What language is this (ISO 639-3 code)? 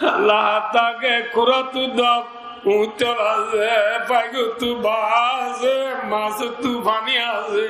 rhg